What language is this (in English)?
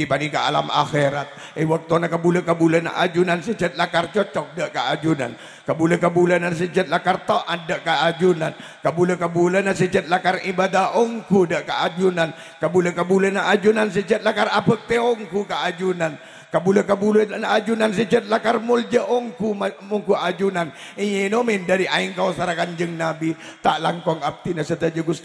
Madurese